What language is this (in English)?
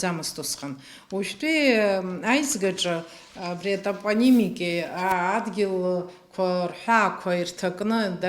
Abkhazian